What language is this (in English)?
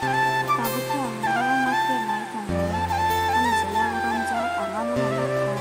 Kok Borok